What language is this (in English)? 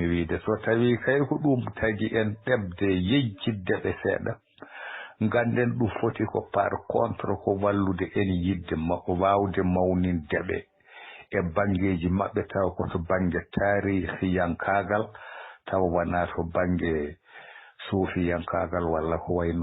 Fula